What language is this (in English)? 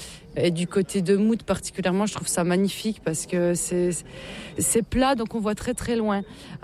French